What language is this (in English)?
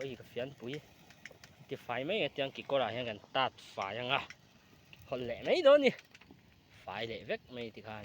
Mizo